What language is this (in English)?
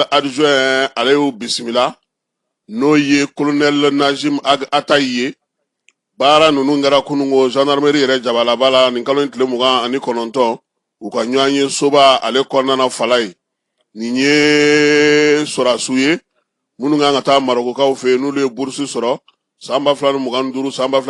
Bambara